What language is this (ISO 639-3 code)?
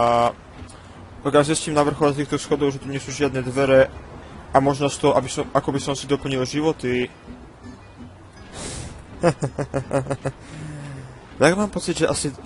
slk